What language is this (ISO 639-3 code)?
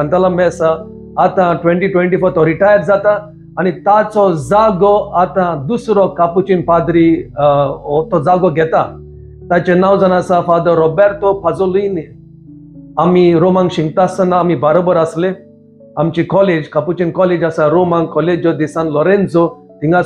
kok